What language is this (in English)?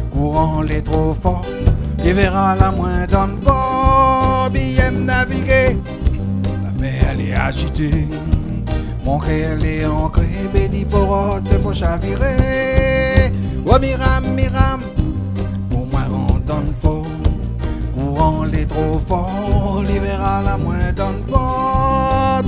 Réunion Creole French